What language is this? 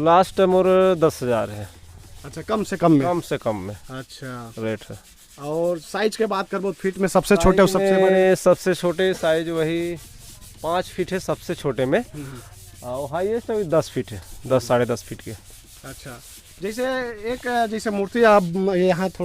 Chhattisgarhi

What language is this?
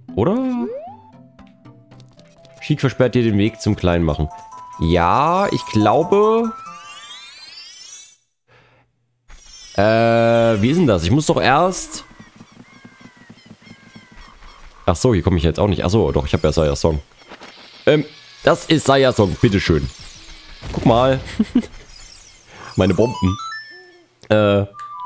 German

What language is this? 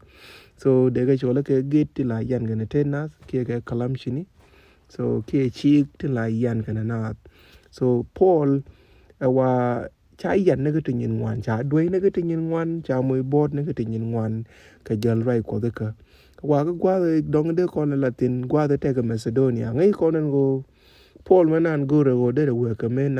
Nuer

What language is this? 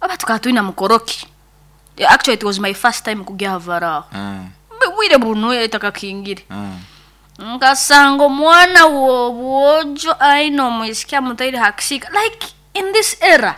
Nyankole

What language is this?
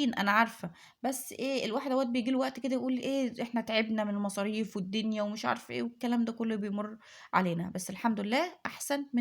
Egyptian Arabic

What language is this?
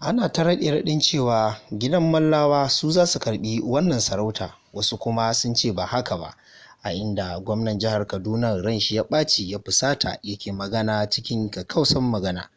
Hausa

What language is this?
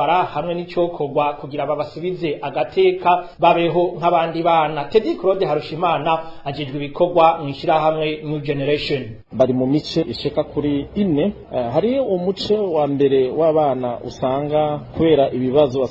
Rundi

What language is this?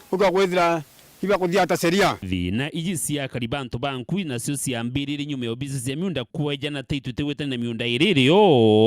Meru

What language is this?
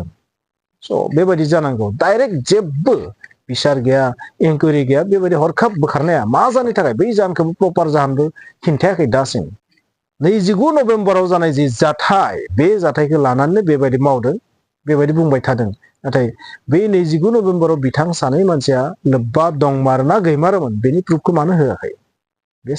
Bodo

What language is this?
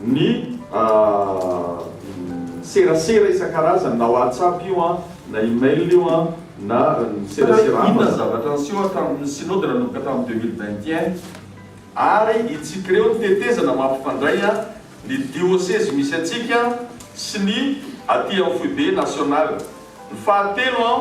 Malagasy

